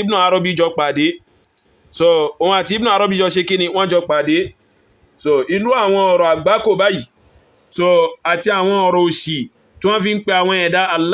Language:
Yoruba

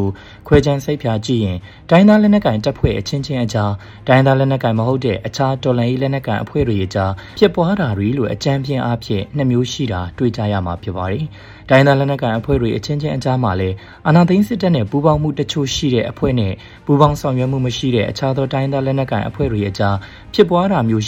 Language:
Burmese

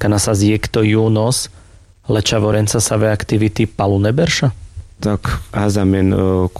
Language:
Carpathian Romani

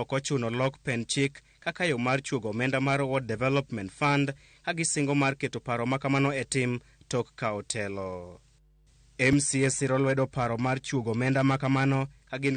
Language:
Luo (Kenya and Tanzania)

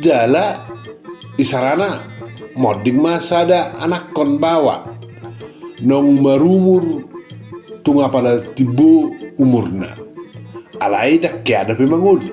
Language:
Batak Toba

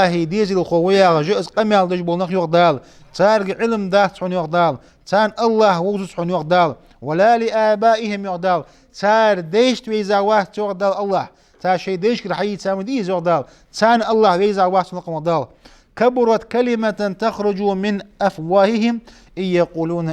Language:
Ingush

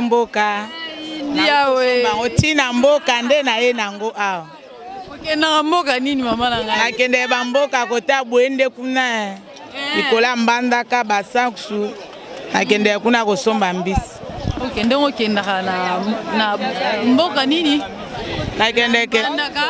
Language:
Lingala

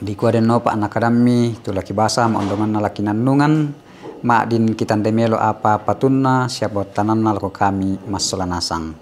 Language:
Toraja-Sa'dan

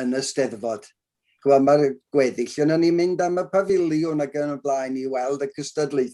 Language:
Welsh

